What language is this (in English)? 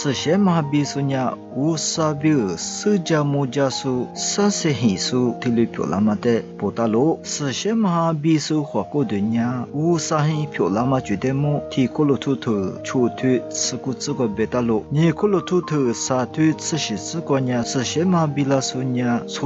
Lisu